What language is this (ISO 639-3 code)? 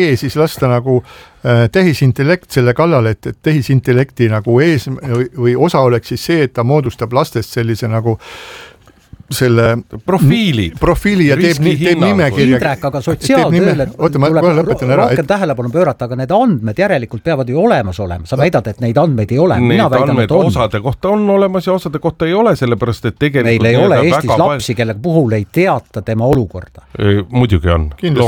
est